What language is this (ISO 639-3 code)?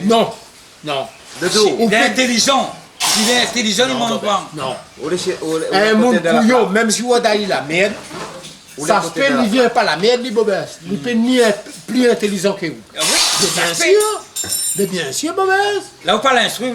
rcf